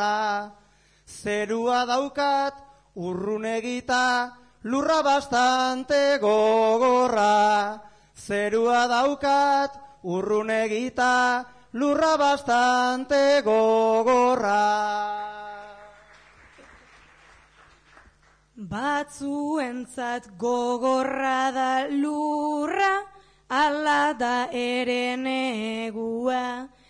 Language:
Basque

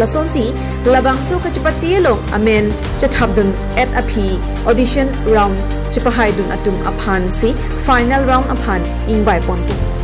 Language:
Karbi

